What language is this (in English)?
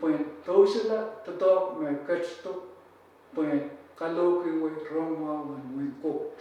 Pohnpeian